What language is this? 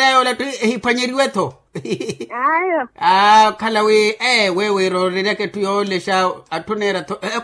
Makhuwa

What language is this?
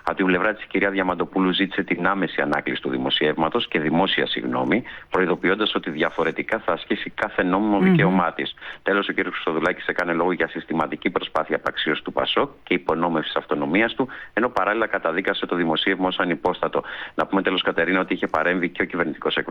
Greek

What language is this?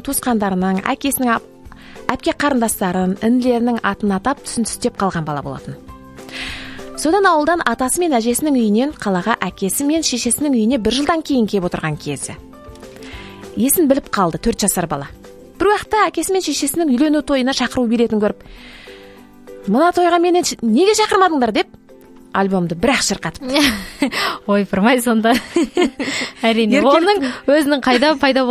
Kazakh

